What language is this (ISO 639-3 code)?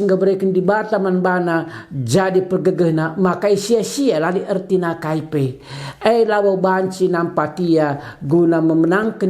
btx